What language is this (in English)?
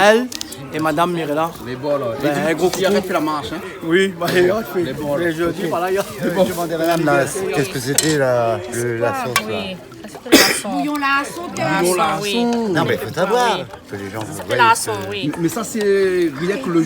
Réunion Creole French